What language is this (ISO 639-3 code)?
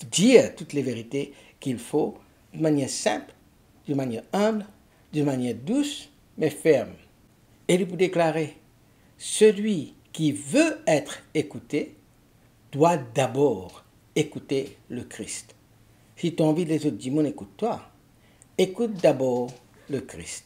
mfe